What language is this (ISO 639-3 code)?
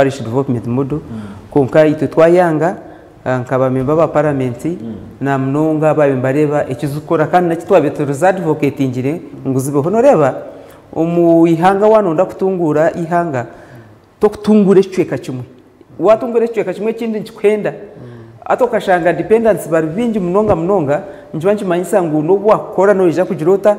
nyn